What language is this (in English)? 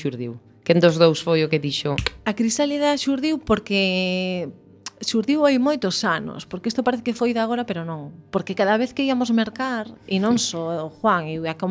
Galician